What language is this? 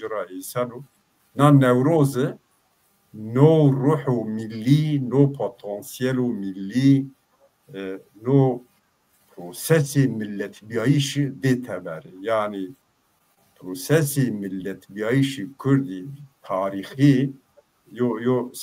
Zaza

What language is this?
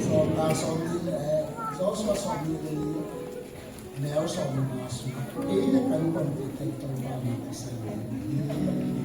Tedim Chin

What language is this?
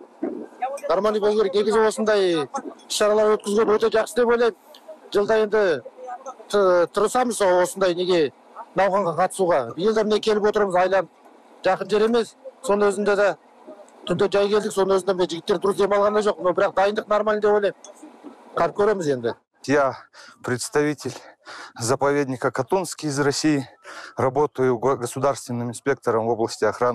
Kazakh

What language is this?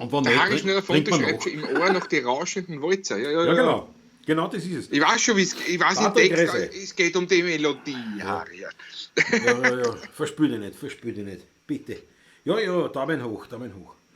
Bavarian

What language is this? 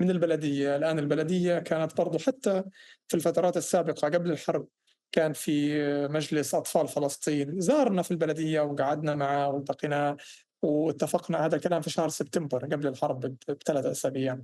North Levantine Arabic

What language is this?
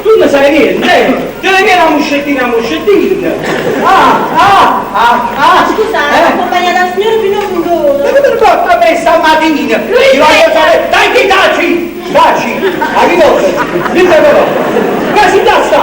Neapolitan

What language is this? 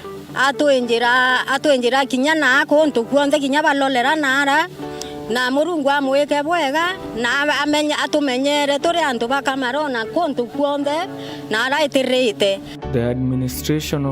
Meru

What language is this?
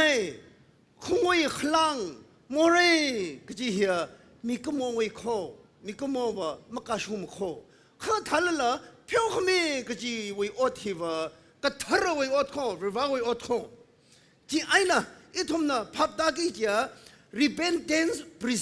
Tangkhul Naga (India)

